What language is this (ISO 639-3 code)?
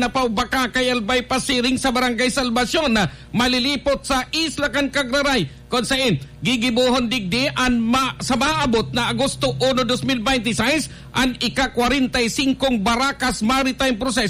bik